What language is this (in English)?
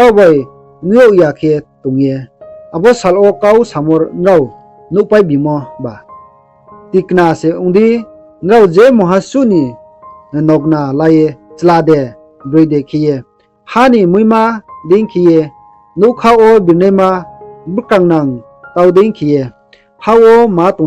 Riang (India)